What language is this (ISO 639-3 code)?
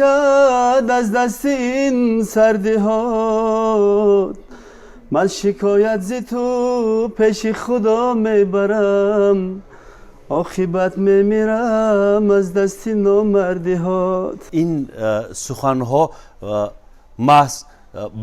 tgk